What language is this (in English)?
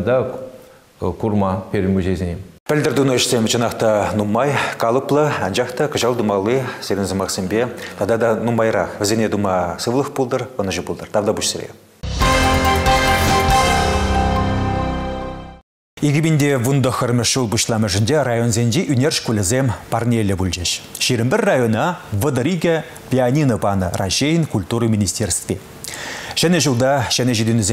Chuvash